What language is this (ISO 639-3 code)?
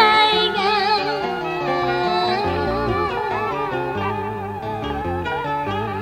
vie